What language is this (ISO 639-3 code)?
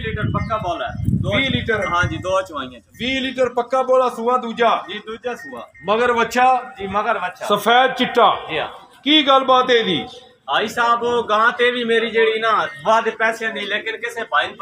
pan